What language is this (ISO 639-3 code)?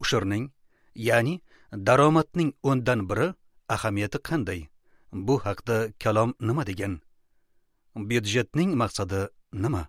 uzb